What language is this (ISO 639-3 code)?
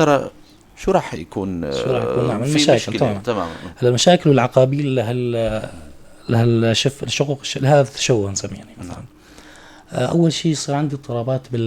apc